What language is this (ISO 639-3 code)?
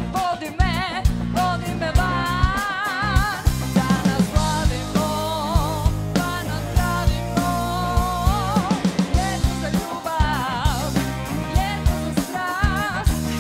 hrv